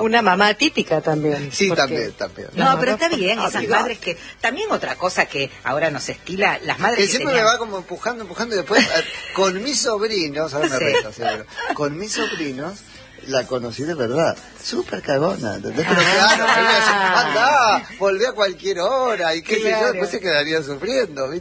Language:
Spanish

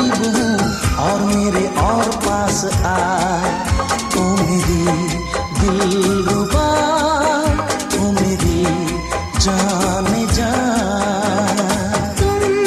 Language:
Hindi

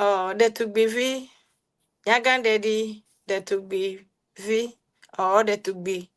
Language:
Ewe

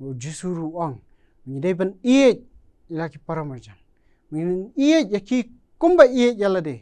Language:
Khasi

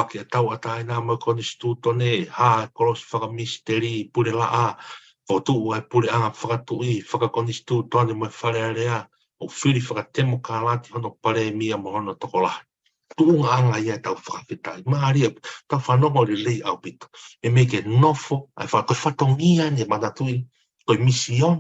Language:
Tongan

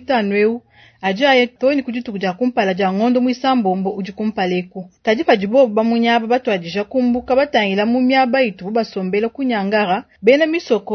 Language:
Luba-Lulua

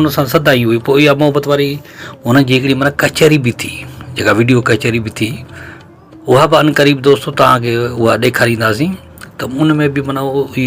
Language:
Sindhi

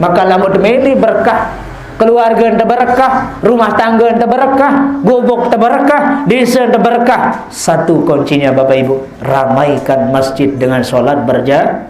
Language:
Sasak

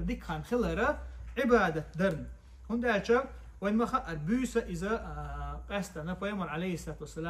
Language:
Chechen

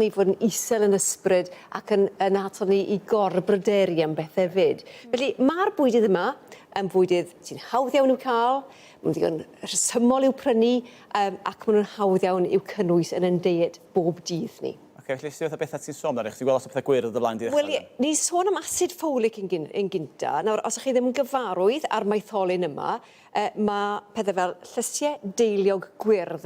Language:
Welsh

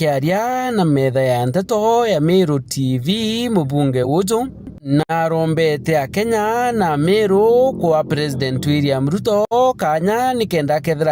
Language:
Meru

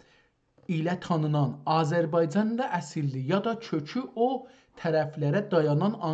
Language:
South Azerbaijani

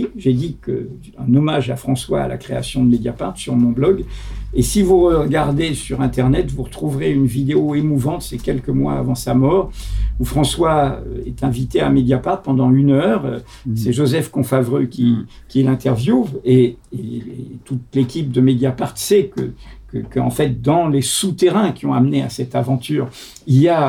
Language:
French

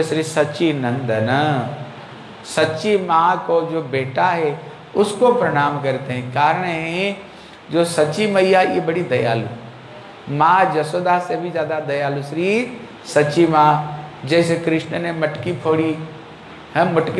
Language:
Hindi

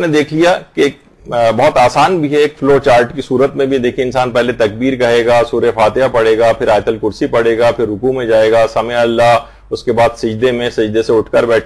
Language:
Urdu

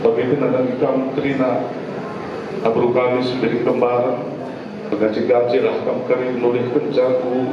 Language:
Batak Karo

